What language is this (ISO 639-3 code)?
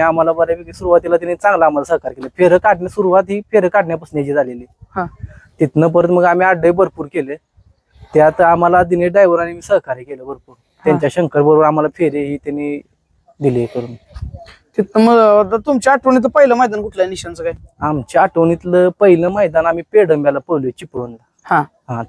mar